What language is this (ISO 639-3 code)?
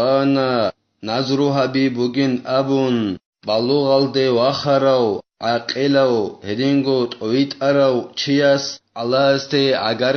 ava